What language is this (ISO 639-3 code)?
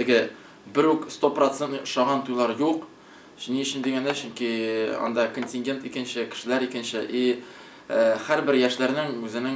tat